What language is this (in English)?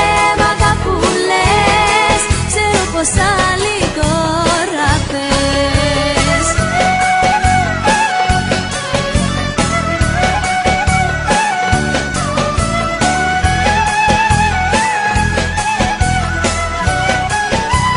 Greek